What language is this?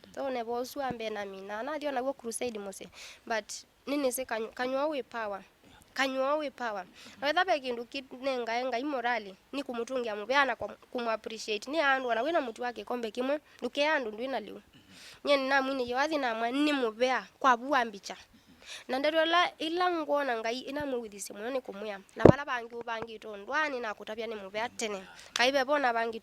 Kamba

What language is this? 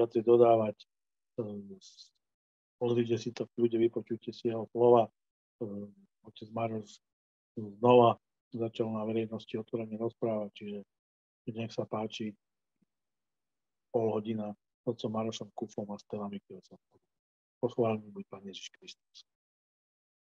Slovak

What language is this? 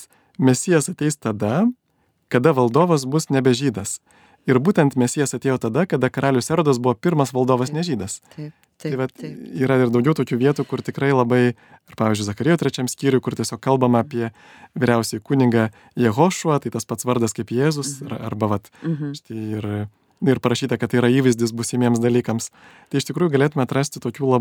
Lithuanian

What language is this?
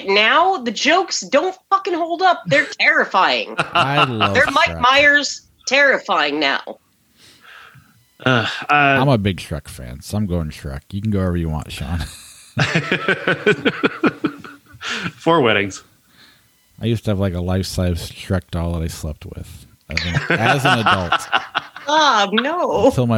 English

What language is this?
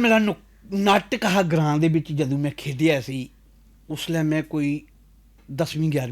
Dogri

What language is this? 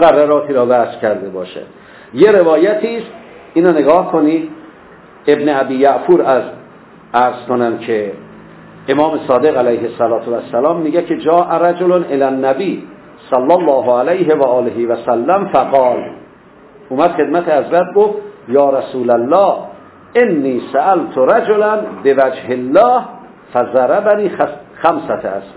Persian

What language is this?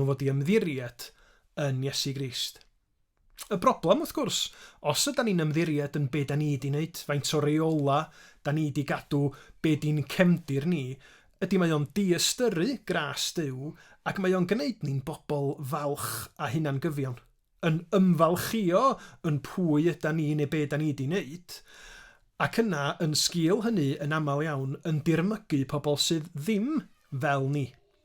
Welsh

